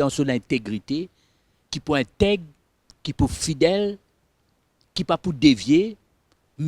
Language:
Morisyen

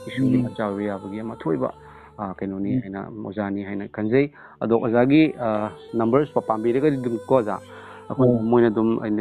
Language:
Manipuri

